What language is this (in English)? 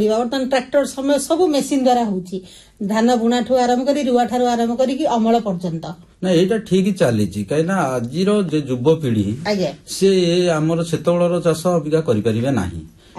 Odia